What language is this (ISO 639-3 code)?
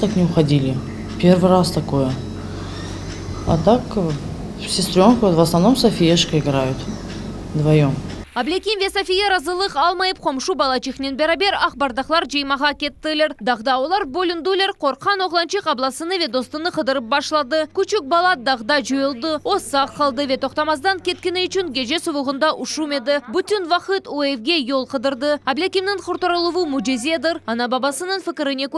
crh